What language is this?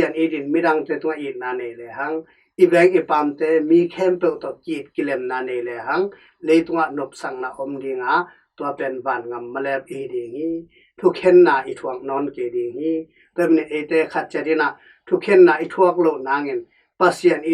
Tedim Chin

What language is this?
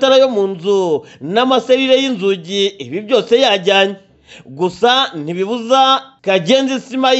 Kinyarwanda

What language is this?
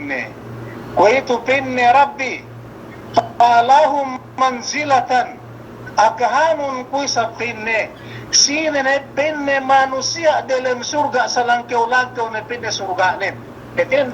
Yakan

